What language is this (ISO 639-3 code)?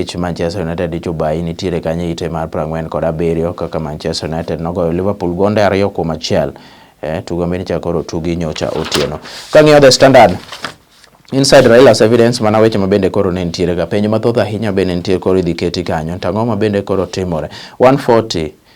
luo